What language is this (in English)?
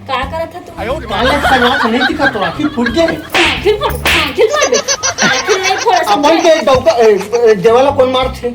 Chhattisgarhi